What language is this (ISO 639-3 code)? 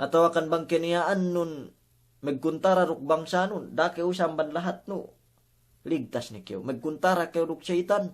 yka